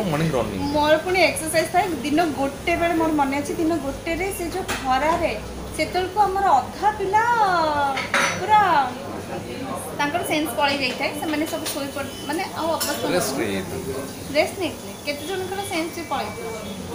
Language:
Odia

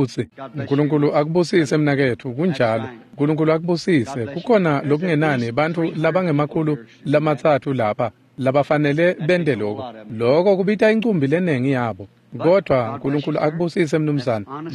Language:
Swati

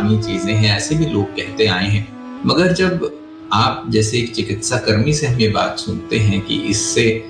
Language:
Hindi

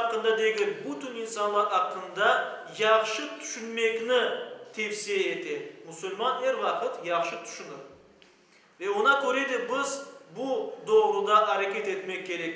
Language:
Crimean Tatar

